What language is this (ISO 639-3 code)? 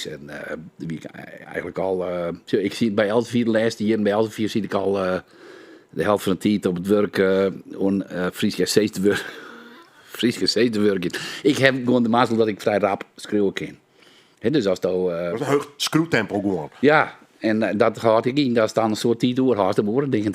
fry